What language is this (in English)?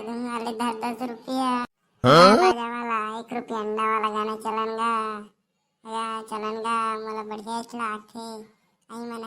Chhattisgarhi